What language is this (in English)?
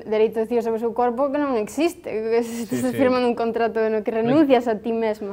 Galician